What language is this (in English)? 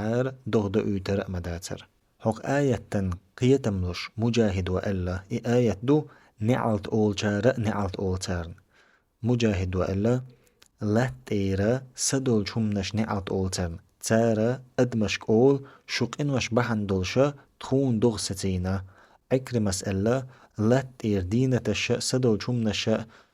Chechen